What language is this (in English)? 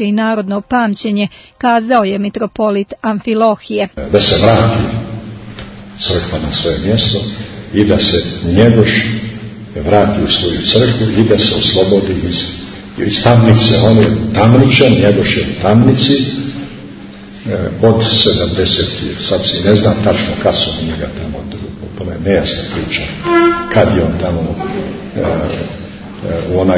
Serbian